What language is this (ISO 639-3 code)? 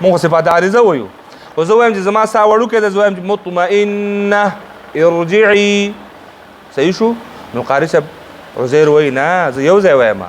pus